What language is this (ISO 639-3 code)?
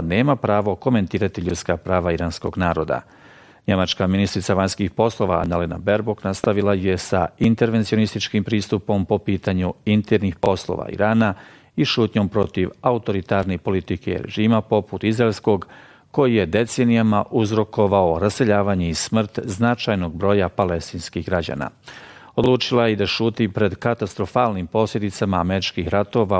bos